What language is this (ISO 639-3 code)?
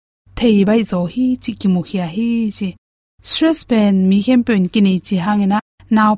ctd